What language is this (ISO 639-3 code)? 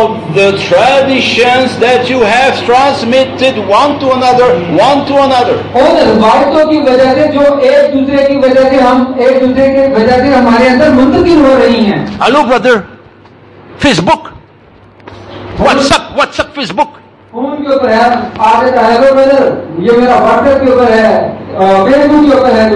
urd